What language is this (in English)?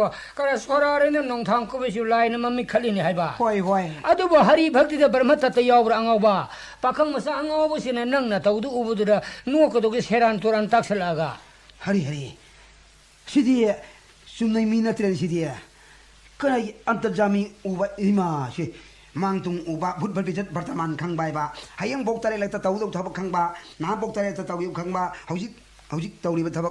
Manipuri